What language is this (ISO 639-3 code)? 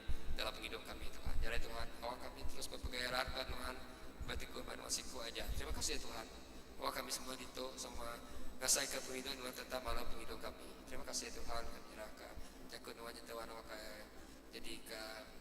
iba